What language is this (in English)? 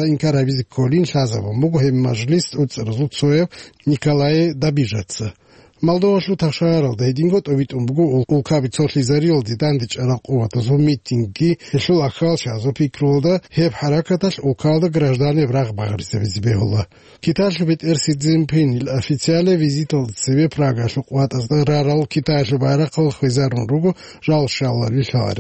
Avaric